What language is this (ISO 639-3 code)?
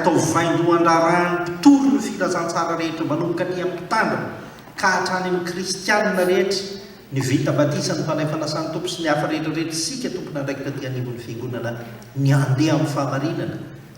mlg